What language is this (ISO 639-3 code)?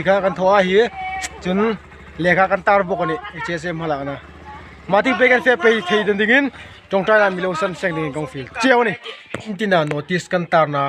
hmr